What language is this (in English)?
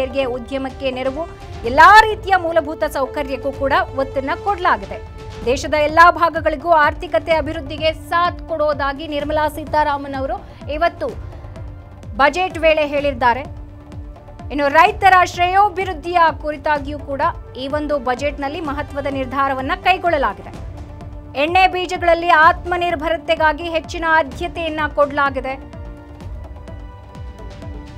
Kannada